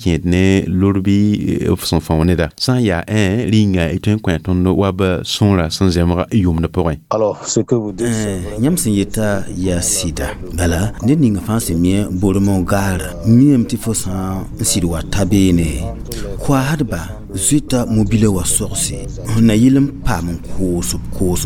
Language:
Mossi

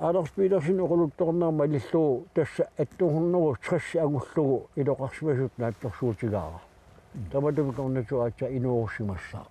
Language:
Kalaallisut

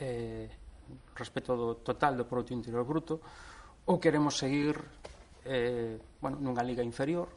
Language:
Galician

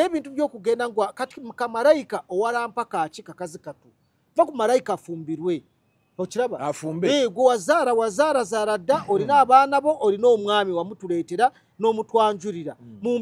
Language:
Ganda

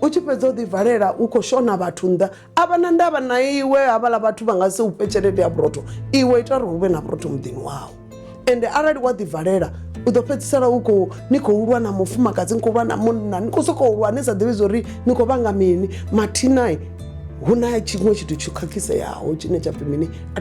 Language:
Venda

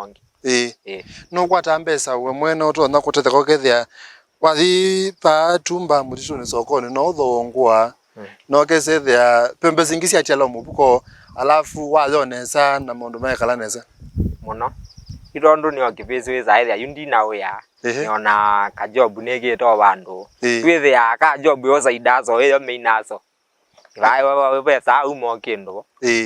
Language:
Kamba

